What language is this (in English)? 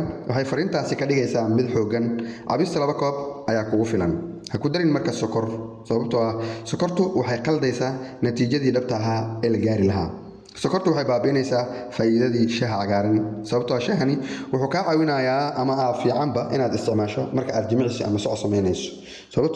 Somali